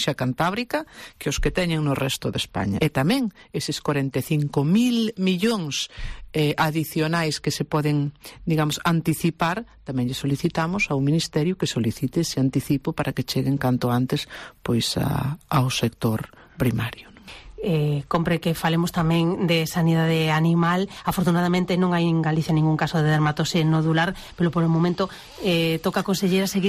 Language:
Galician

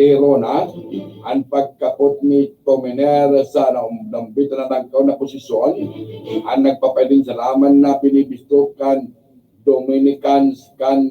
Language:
Bikol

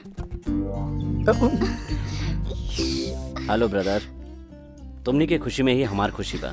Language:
Bhojpuri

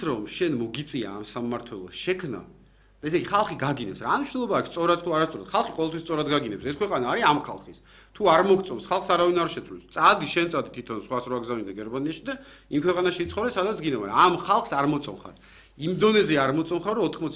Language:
Georgian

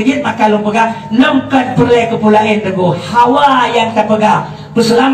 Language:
Achinese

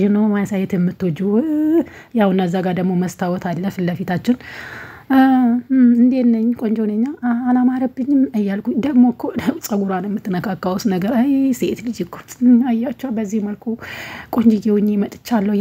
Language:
Amharic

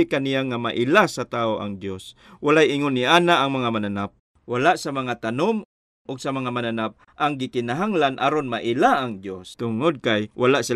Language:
Cebuano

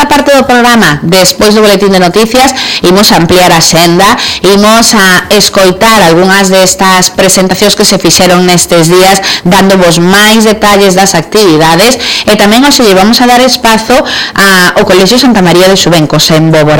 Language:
Galician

